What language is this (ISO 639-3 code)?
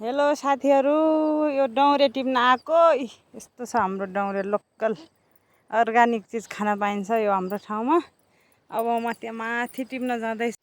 nep